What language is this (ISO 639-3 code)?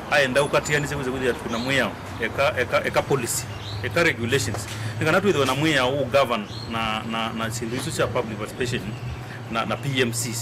kam